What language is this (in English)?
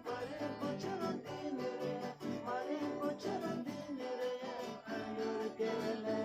Santali